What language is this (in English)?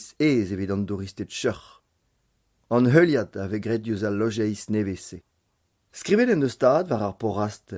Breton